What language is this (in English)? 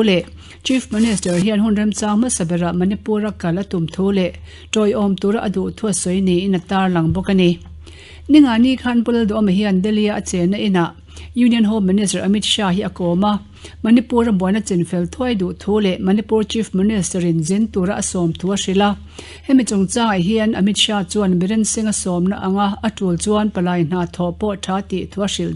Mizo